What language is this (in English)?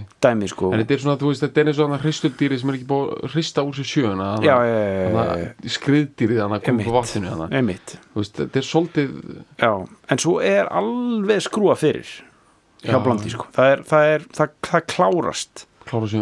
Icelandic